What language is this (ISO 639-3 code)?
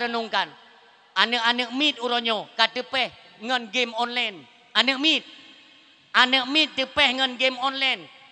ace